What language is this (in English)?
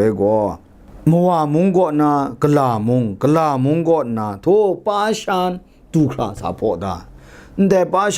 Kachin